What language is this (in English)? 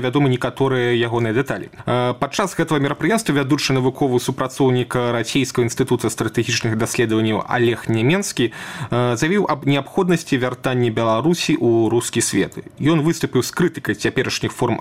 Belarusian